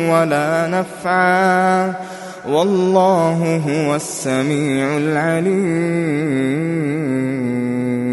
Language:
Arabic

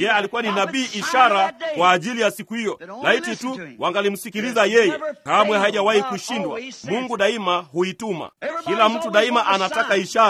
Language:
Swahili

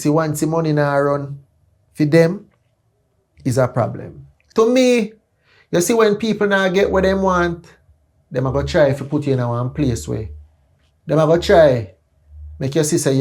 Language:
Jamaican Creole English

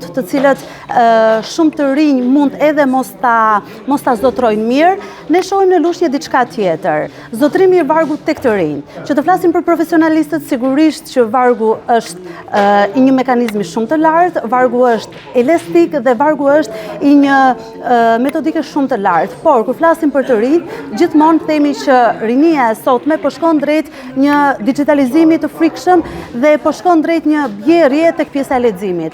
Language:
Albanian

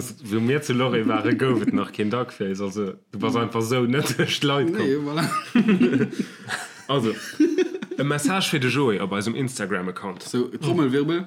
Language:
Luxembourgish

